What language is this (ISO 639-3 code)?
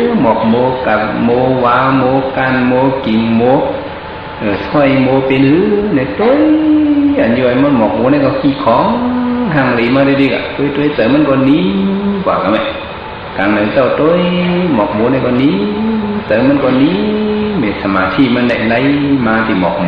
shn